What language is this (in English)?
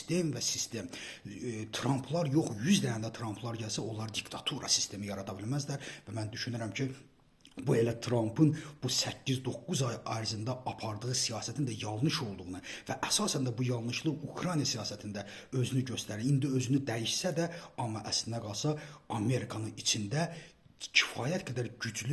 Azerbaijani